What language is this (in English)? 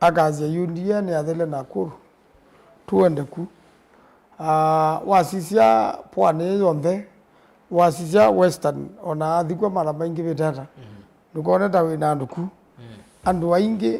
Kamba